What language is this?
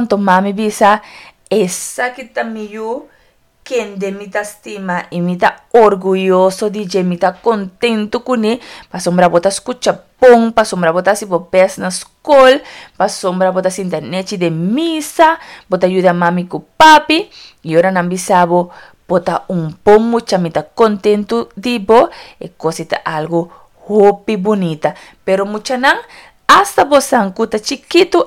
Papiamento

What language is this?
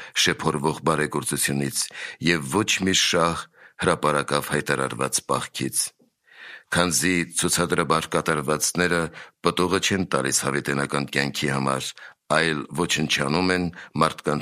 Armenian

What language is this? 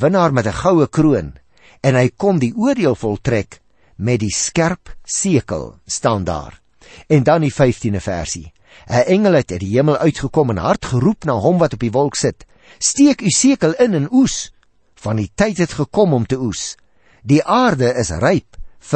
Afrikaans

